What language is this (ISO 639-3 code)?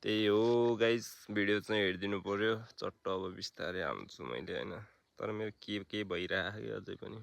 nep